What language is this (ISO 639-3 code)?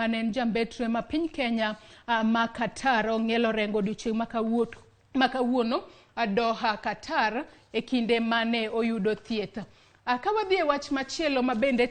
luo